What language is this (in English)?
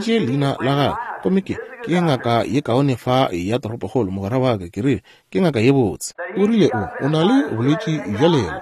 Northern Sotho